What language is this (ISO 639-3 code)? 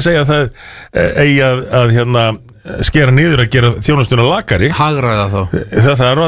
isl